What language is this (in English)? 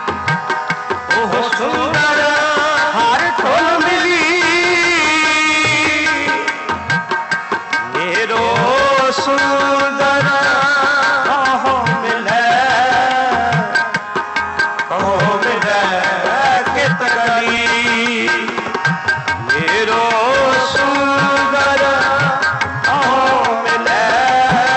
Punjabi